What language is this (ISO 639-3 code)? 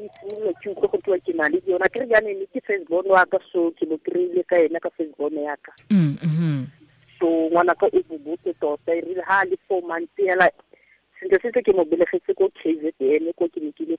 tsn